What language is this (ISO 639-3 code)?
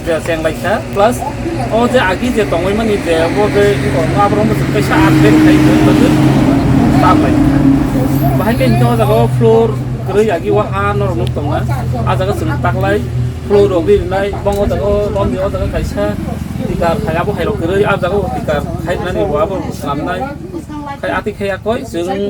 trp